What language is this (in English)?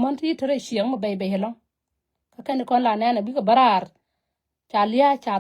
Nuer